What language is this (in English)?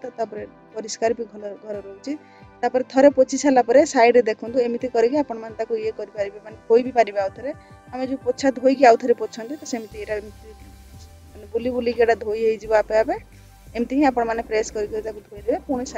Odia